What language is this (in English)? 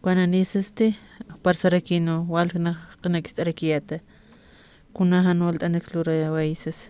Aymara